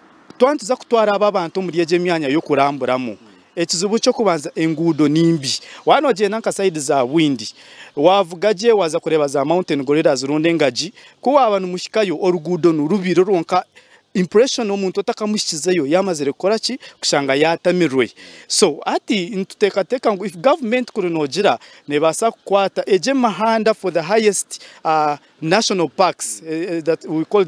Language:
Nyankole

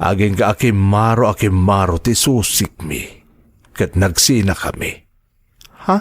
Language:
Iloko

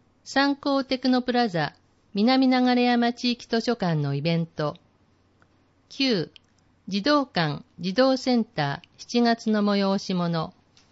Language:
Japanese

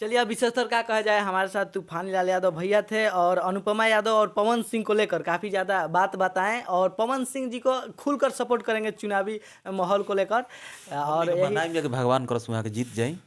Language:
Bhojpuri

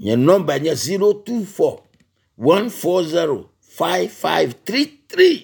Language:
Ewe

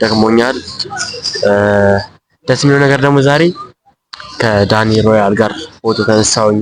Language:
Amharic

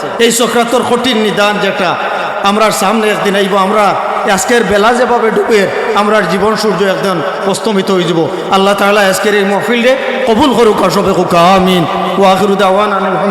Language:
Sylheti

